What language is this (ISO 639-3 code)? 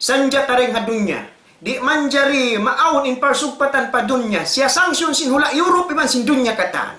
tsg